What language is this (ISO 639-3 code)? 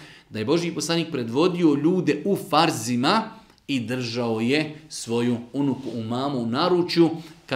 bos